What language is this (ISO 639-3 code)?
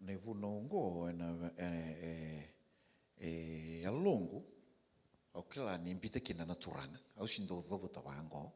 fij